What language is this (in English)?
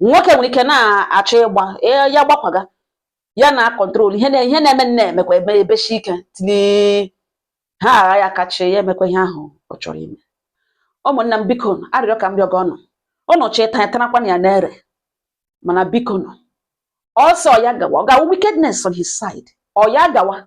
Igbo